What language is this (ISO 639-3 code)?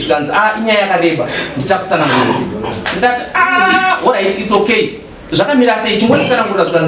sna